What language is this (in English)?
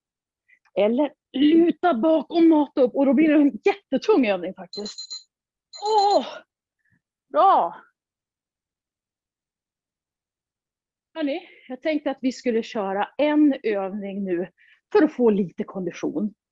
Swedish